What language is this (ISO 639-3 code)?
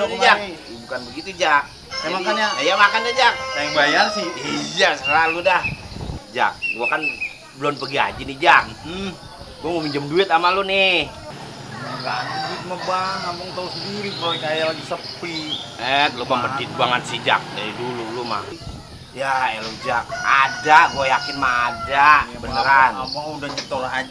bew